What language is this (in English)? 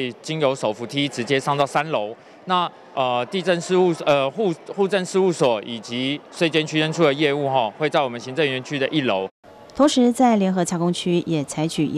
Chinese